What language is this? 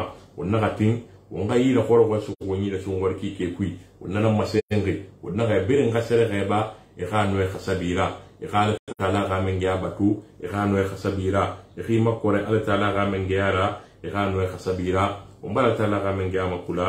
Susu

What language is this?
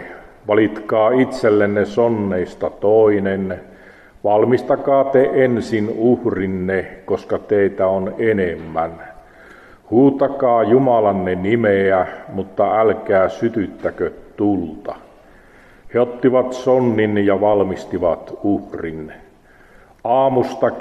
Finnish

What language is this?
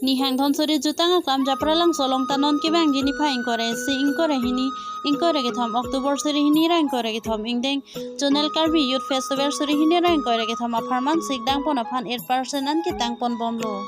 Karbi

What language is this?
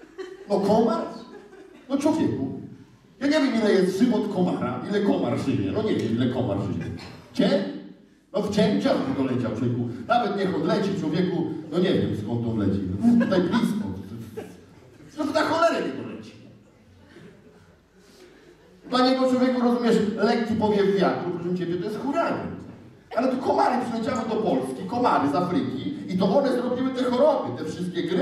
Polish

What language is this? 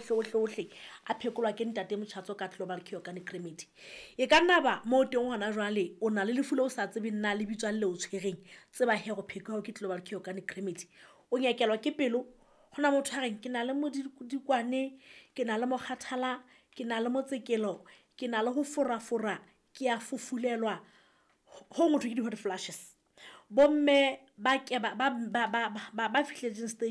Southern Sotho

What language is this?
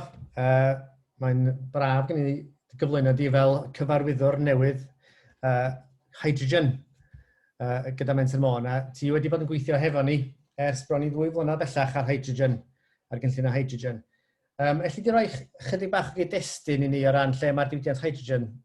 Welsh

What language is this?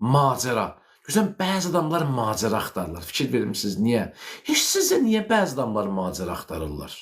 Azerbaijani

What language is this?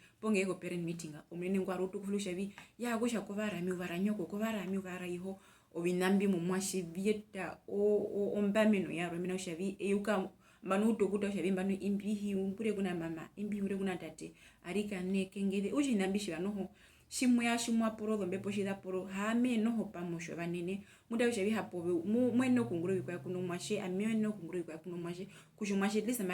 Herero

